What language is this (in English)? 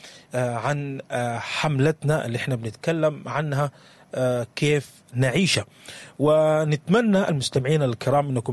Sudanese Arabic